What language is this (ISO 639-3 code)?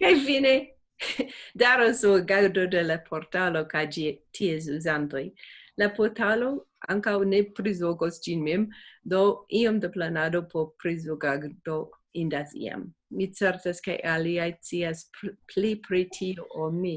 epo